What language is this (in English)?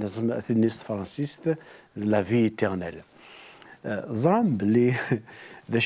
Kabyle